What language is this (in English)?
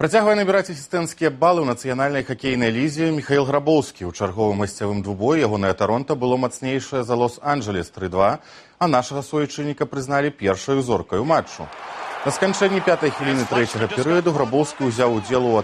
Belarusian